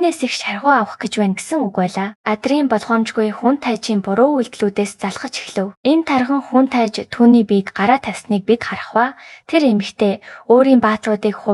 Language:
Mongolian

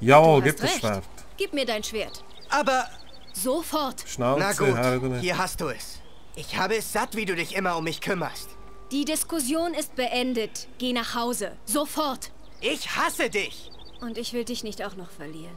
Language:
Swiss German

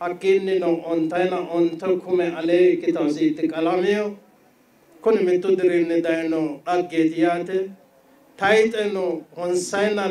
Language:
Sidamo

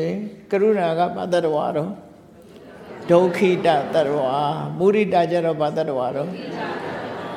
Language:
Burmese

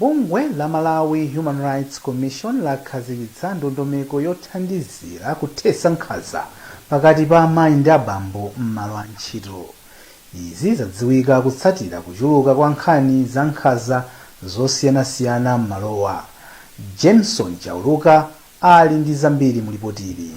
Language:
Nyanja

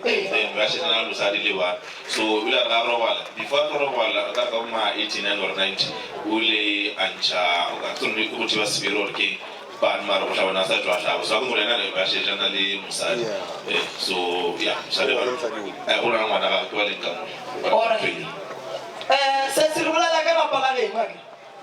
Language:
Northern Sotho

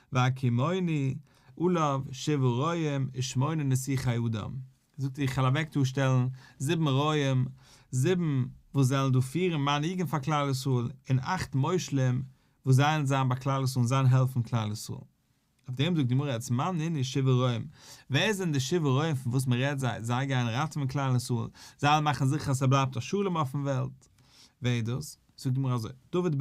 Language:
Yiddish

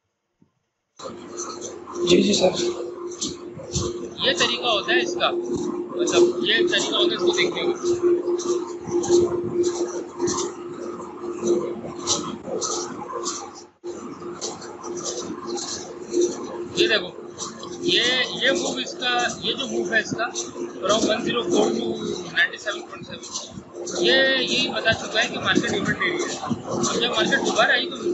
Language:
Hindi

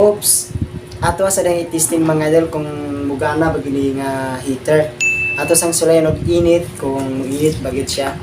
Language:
Cebuano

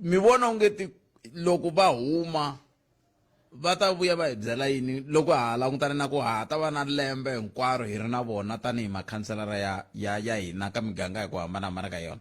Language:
Tsonga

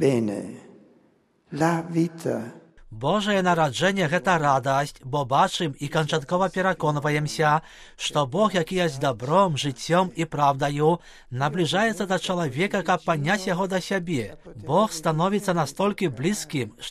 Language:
Belarusian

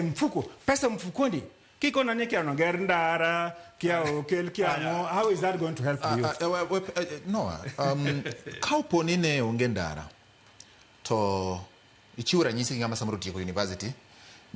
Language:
Luo (Kenya and Tanzania)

